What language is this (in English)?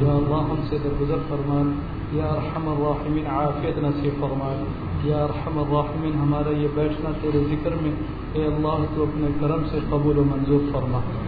Urdu